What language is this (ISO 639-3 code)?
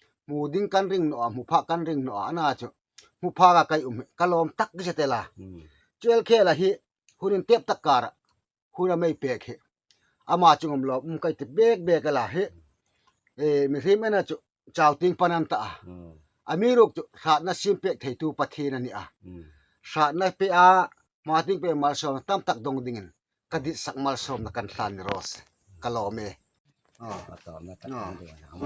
hmr